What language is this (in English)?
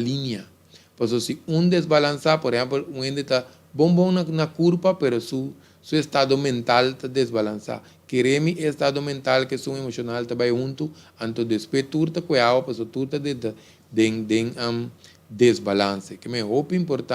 Papiamento